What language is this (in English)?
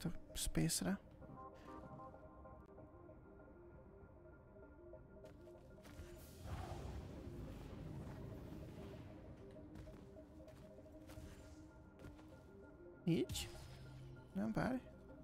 Hungarian